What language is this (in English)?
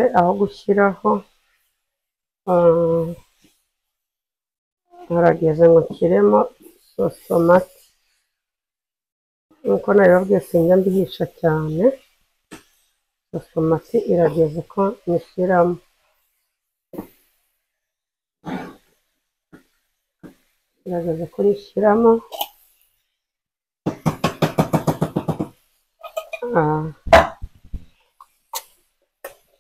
Kinyarwanda